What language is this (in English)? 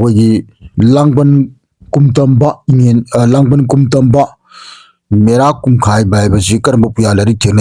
Manipuri